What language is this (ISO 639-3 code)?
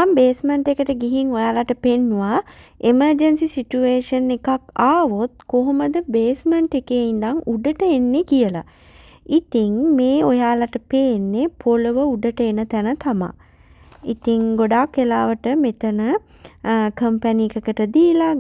sin